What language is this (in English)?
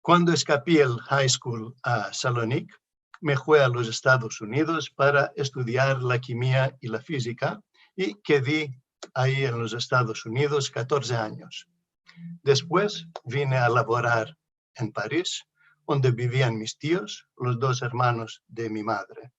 Ladino